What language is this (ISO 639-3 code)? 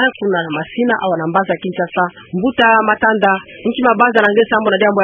ktu